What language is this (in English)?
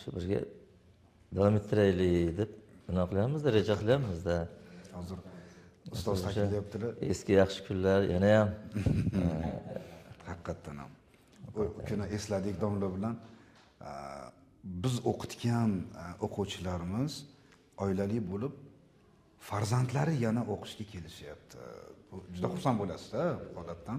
Uzbek